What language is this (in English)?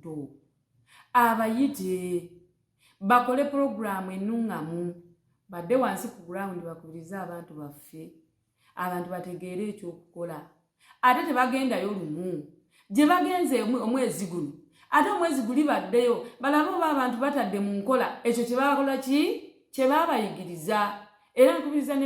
Ganda